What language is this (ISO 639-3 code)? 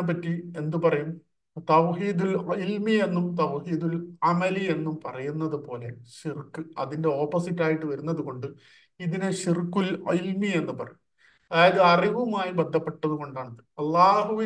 mal